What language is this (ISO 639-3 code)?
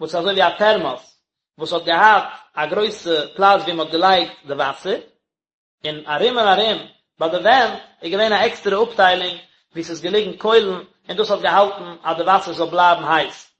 yid